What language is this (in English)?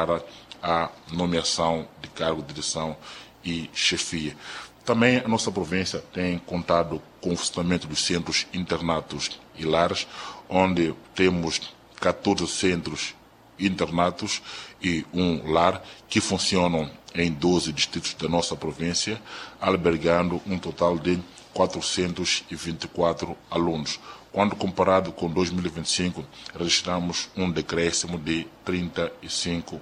Portuguese